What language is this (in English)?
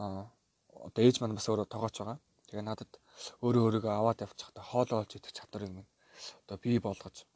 Mongolian